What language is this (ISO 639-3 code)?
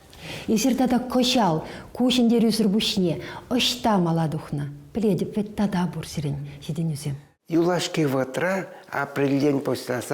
chv